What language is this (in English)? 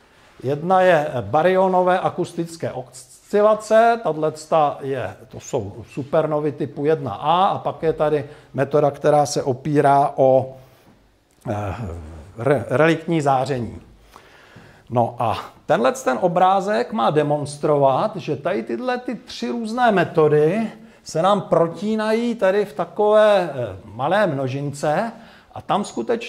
Czech